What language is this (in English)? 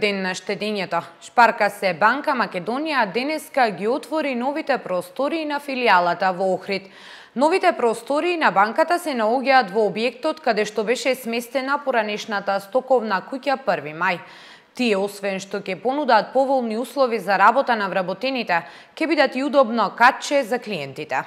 Macedonian